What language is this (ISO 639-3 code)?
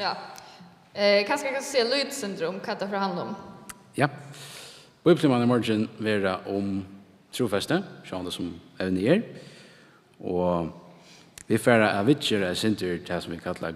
fao